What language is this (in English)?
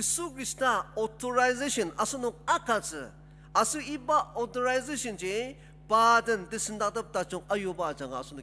Ao Naga